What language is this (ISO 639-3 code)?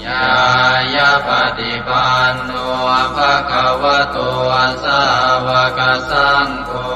pli